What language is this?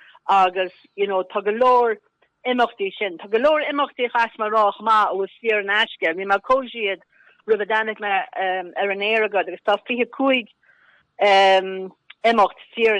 Irish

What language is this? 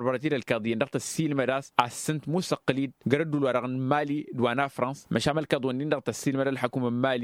Tamasheq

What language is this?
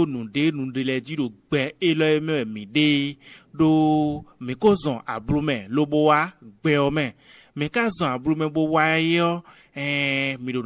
Fon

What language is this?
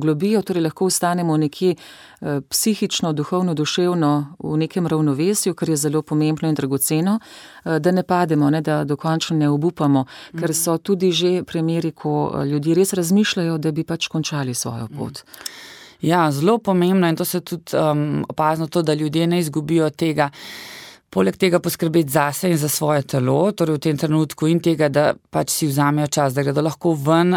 Slovenian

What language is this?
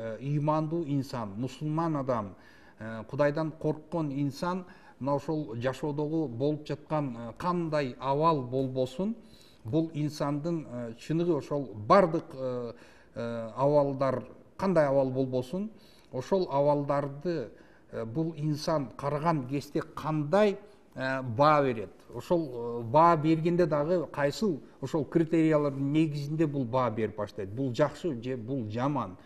Kyrgyz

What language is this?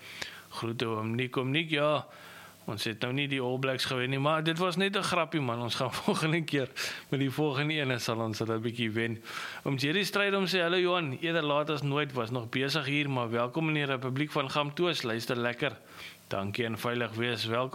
Afrikaans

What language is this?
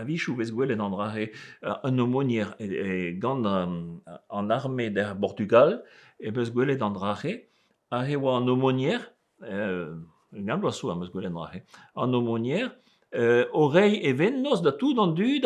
Breton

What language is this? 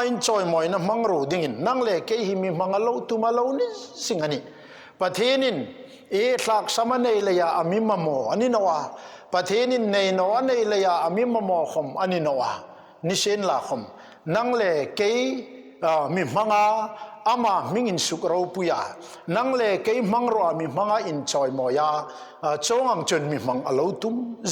Hmar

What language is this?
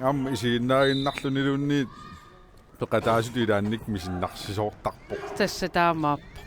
Kalaallisut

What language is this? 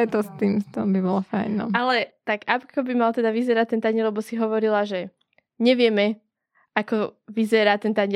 Slovak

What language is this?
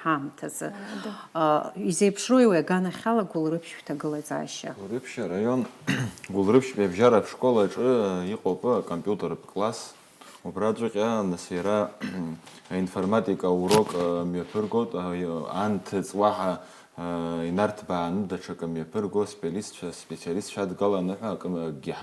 Abkhazian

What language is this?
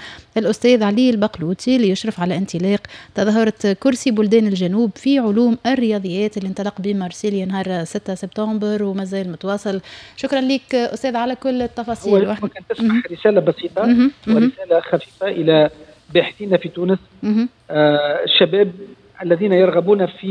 Tunisian Arabic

